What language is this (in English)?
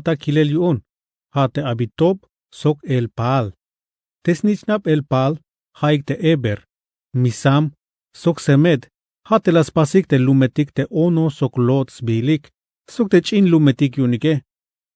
Tzeltal